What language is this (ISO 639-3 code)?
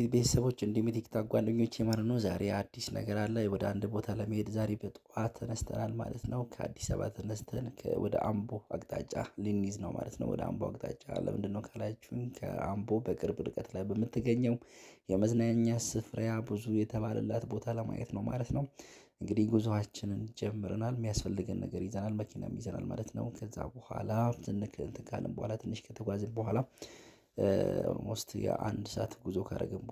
amh